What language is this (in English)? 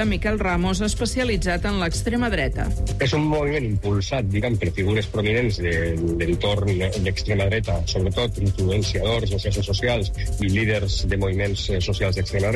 Catalan